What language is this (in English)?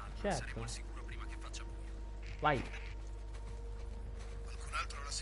Italian